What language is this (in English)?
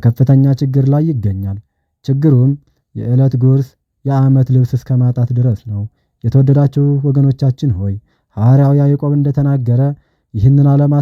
Amharic